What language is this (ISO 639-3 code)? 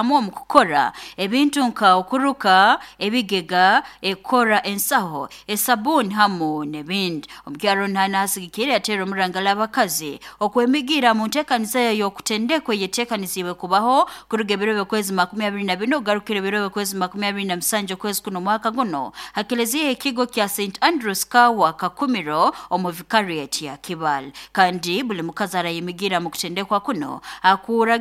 nyo